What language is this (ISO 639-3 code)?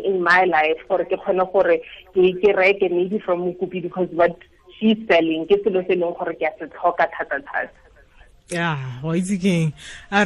tsn